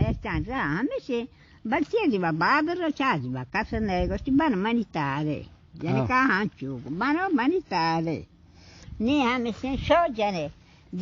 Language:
Baluchi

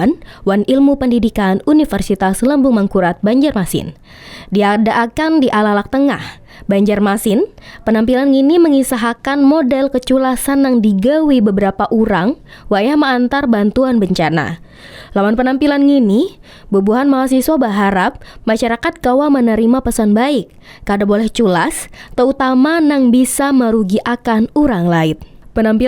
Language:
Banjar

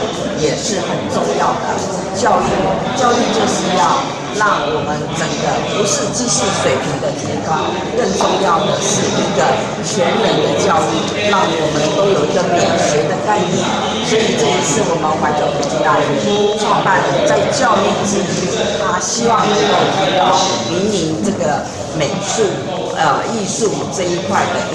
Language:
Chinese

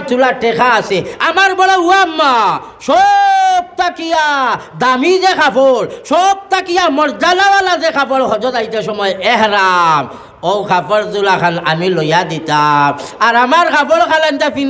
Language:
Sylheti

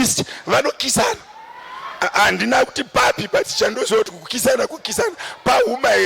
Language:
Shona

